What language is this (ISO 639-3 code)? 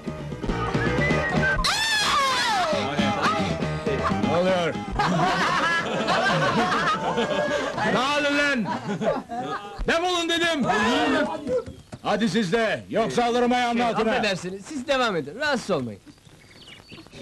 tur